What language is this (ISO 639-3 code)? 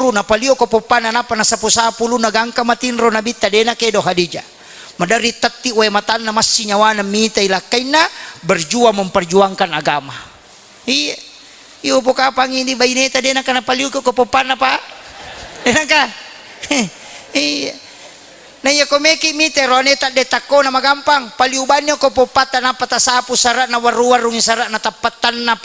bug